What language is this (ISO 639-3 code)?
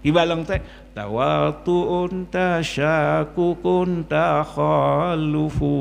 ace